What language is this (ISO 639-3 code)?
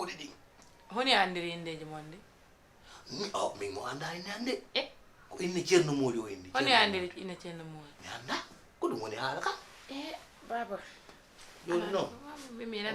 ful